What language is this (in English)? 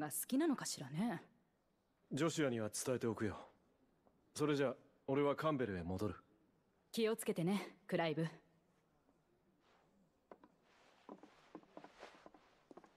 Japanese